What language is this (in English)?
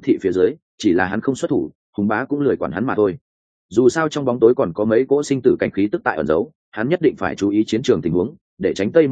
Vietnamese